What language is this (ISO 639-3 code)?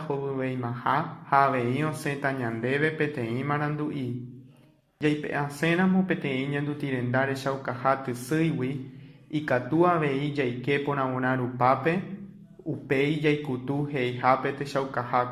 grn